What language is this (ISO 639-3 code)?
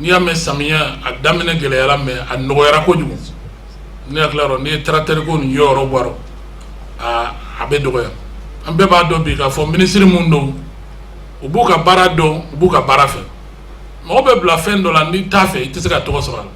bam